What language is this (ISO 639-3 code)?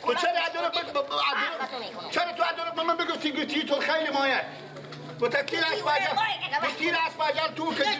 fas